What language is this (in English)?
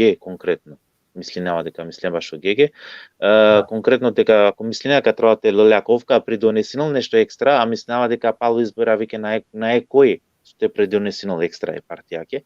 Balkan Romani